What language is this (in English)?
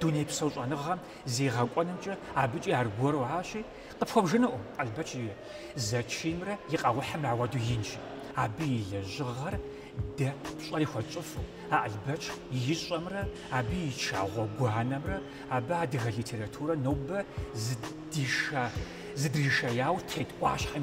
Kabardian